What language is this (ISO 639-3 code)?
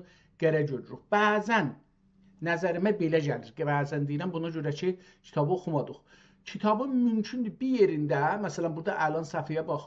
azb